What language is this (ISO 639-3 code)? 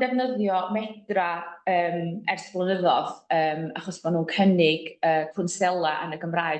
cym